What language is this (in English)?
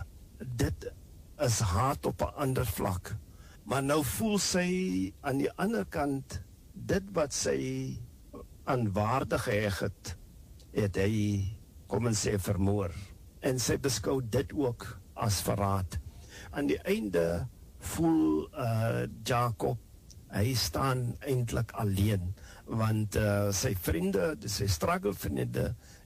Afrikaans